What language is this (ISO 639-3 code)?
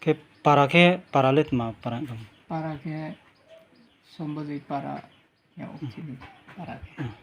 ria